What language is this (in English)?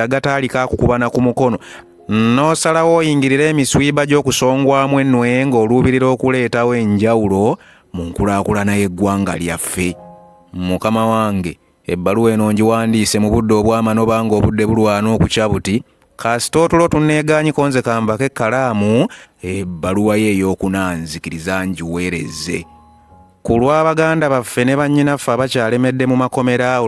Ganda